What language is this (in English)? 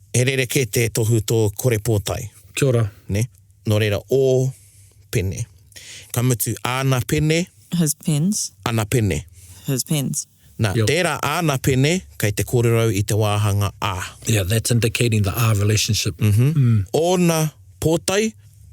Māori